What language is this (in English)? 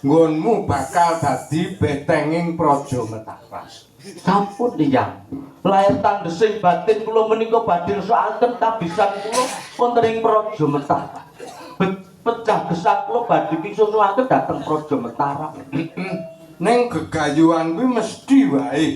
Javanese